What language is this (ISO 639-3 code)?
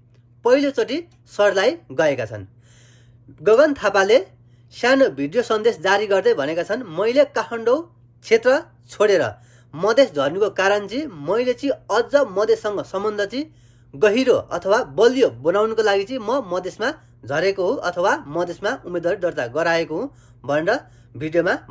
nep